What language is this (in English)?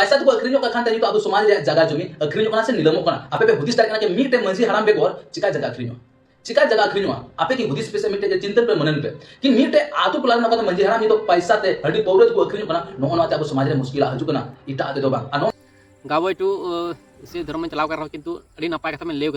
Santali